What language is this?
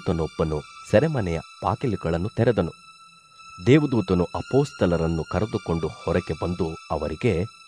Kannada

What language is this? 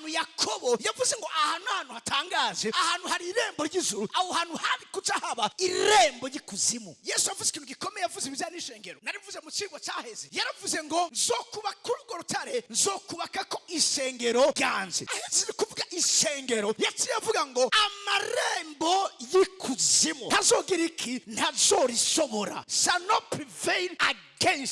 Rundi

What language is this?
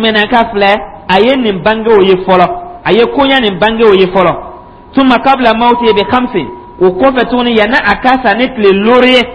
Dyula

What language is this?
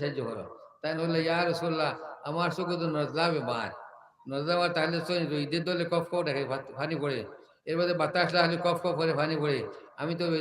Sylheti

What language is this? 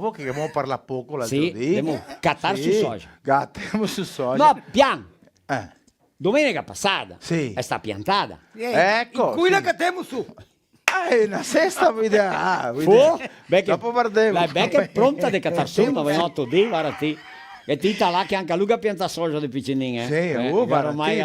Venetian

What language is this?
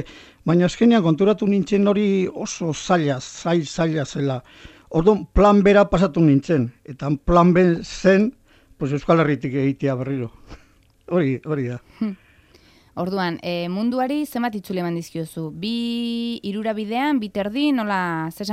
Basque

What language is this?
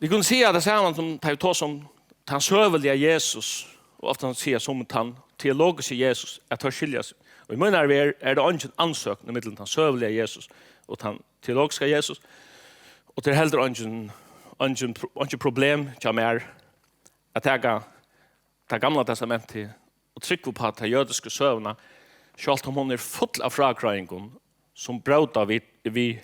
Faroese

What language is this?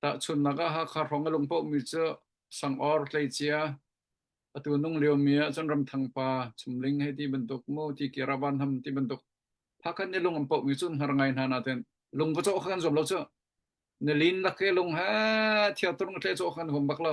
Hakha Chin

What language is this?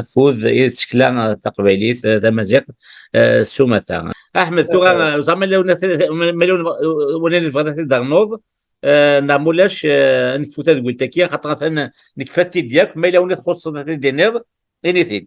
Kabyle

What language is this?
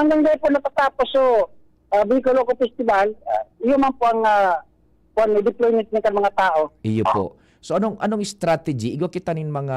Bikol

